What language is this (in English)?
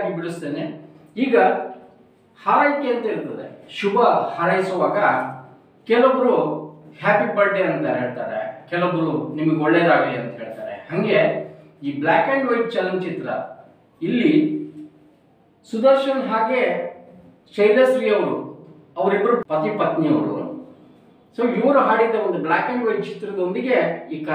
Kannada